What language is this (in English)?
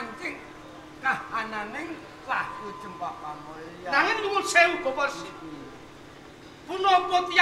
Javanese